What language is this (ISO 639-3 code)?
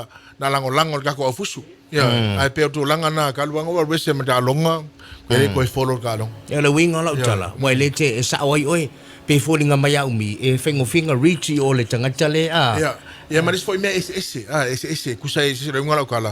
smo